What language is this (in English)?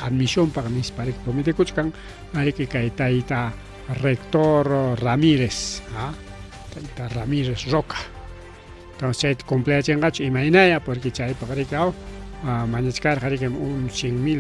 Ayacucho Quechua